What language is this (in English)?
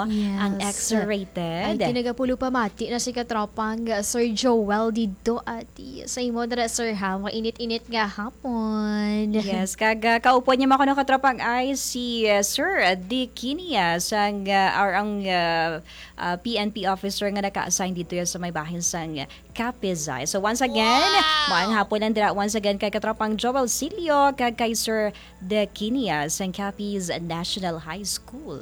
Hiligaynon